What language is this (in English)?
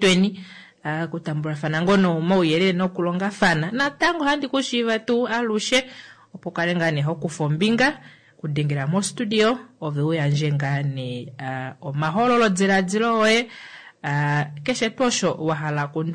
Kuanyama